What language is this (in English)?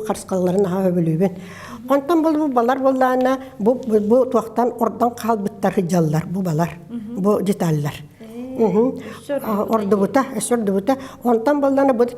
Yakut